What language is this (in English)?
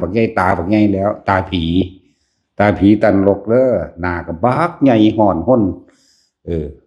Northeastern Thai